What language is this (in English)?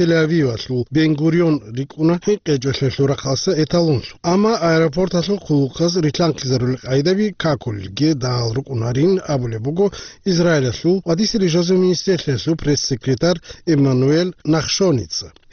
Avaric